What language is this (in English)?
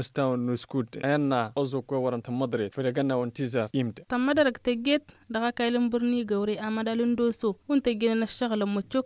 Tamasheq